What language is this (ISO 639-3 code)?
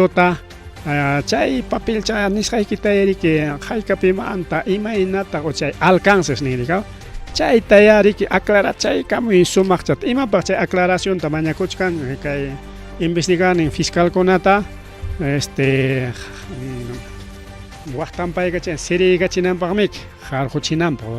quy